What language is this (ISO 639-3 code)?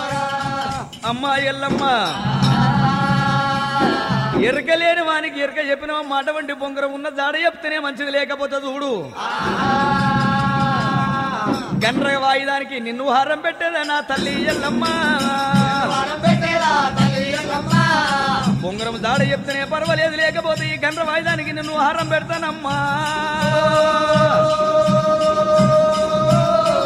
tel